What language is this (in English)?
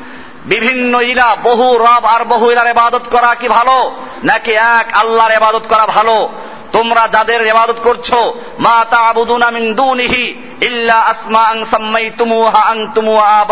Bangla